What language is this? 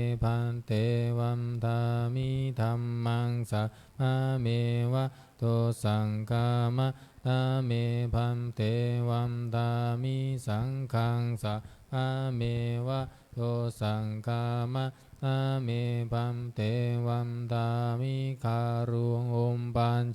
Pali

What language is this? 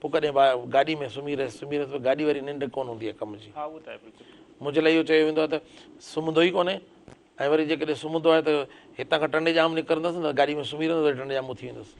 Sindhi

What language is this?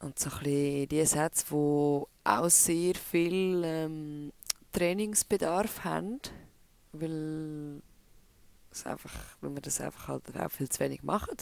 Swiss German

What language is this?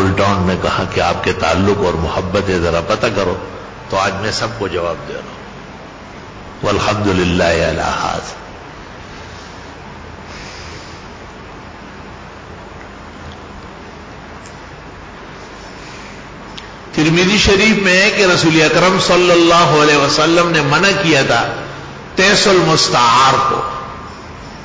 Urdu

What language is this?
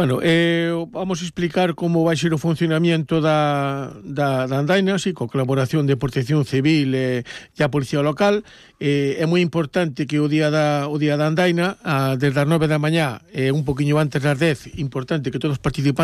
Galician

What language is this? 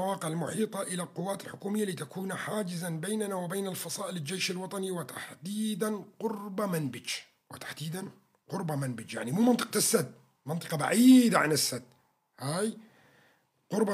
North Levantine Arabic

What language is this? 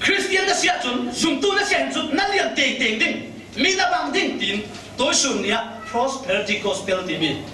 Falam Chin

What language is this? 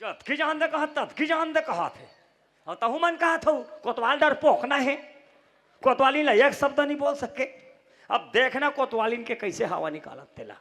Chhattisgarhi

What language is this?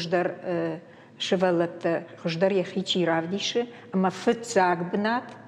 Ossetic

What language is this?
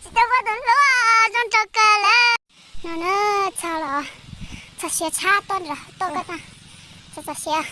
Hmong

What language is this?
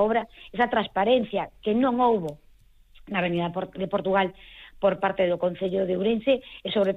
Galician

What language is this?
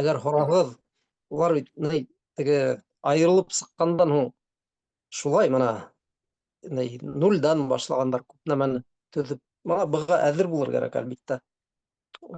Bashkir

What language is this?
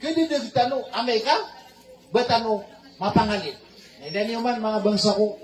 Maranao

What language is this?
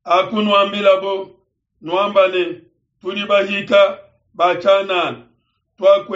Luba-Lulua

